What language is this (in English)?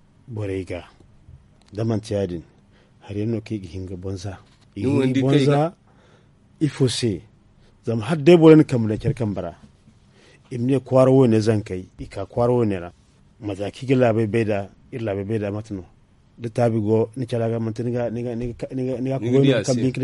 Zarma